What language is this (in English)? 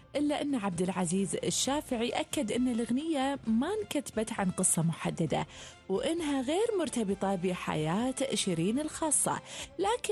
Gulf Arabic